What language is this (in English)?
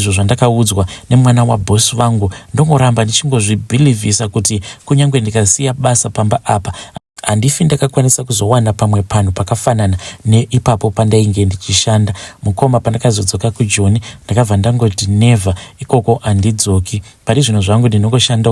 Shona